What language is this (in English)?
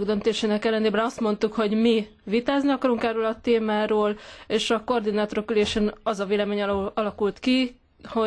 Hungarian